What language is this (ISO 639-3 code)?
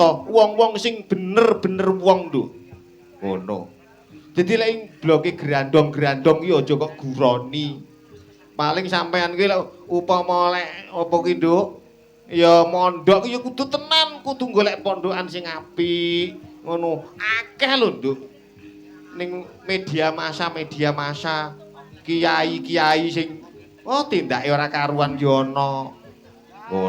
jav